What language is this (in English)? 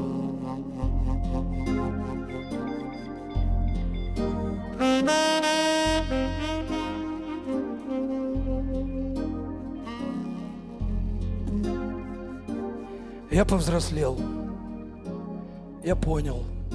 Russian